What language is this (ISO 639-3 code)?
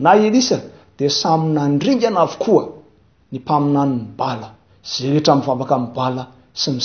mlg